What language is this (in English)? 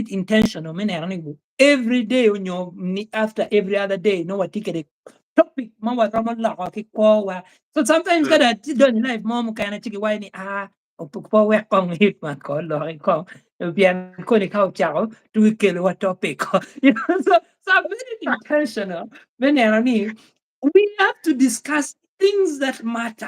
Acoli